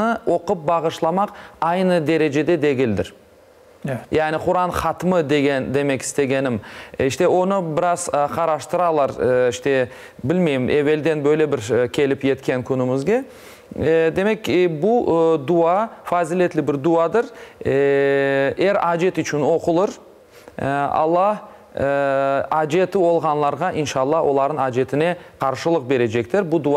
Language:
Crimean Tatar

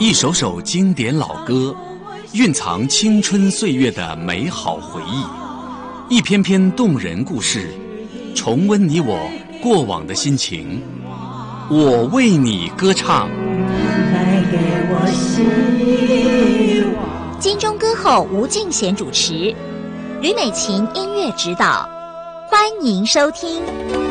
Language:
Chinese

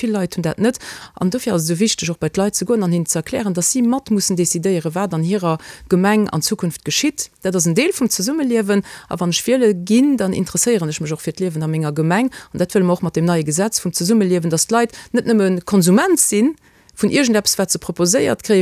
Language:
Luxembourgish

